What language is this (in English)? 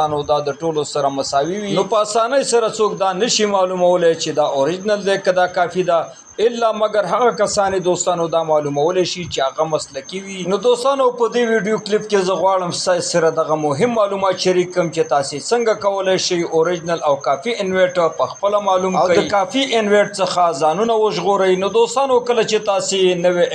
Pashto